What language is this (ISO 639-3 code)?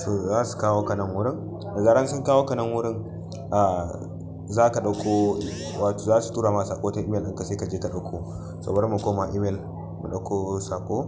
hau